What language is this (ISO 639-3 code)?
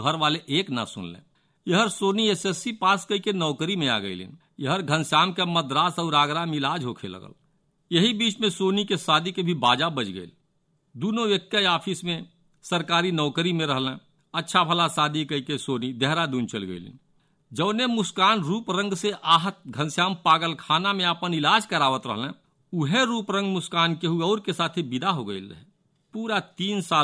bho